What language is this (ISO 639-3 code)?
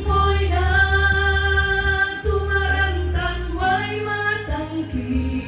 sda